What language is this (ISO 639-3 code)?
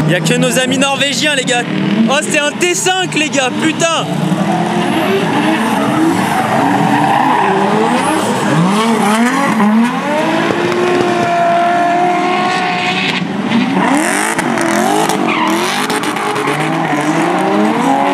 fra